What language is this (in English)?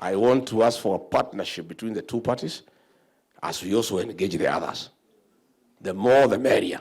Kamba